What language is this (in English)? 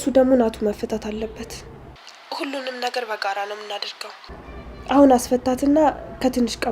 Amharic